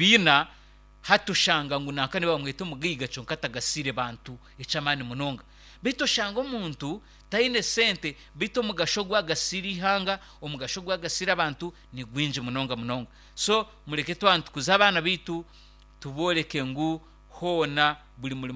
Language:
Nyankole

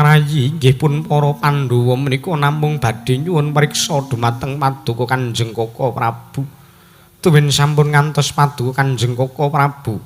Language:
Javanese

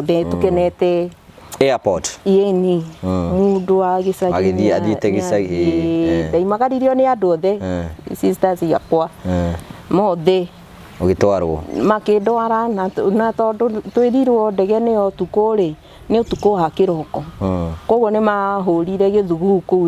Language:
Kikuyu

